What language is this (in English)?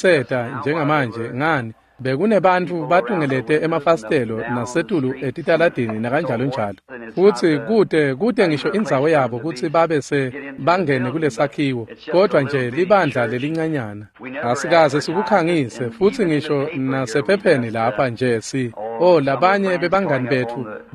Swati